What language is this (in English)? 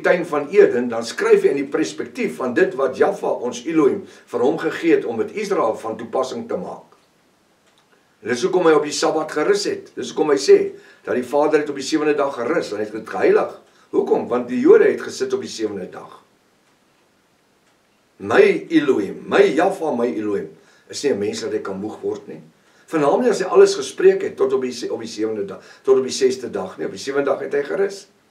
Afrikaans